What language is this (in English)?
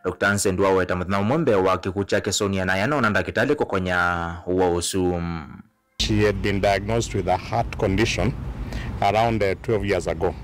Kamba